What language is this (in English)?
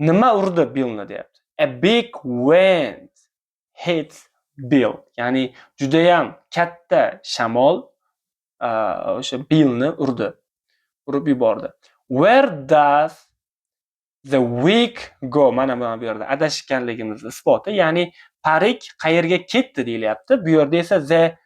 Uzbek